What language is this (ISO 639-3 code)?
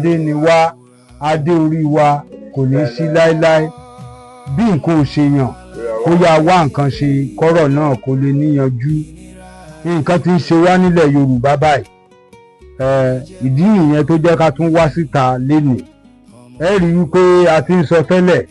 yor